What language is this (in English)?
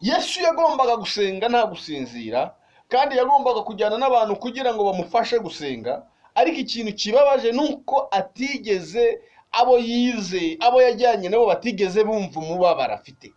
Kinyarwanda